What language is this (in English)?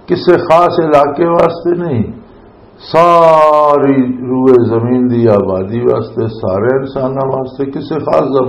Western Panjabi